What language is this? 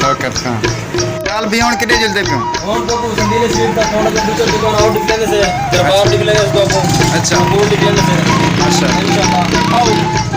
Saraiki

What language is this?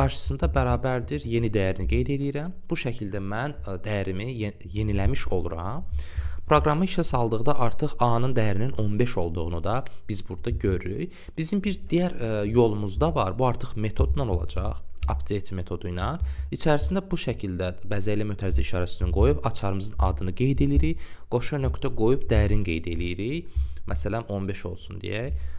Azerbaijani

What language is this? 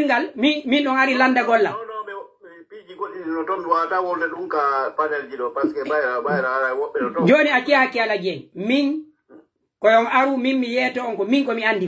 Pular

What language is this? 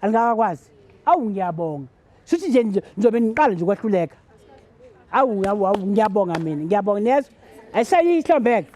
Zulu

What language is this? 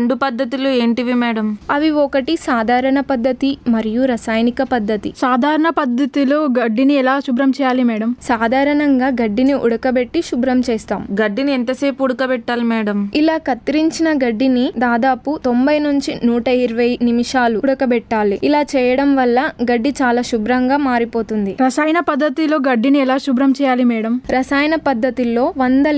Telugu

